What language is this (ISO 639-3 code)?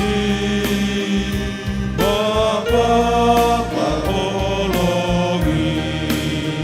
bts